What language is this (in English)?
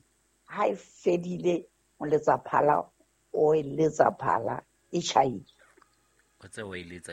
Southern Sotho